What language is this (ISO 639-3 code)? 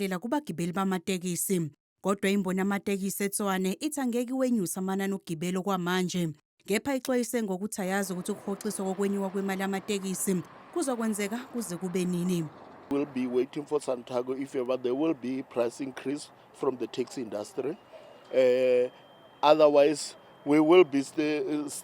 zul